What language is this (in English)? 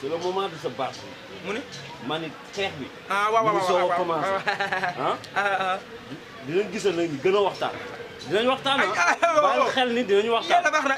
Wolof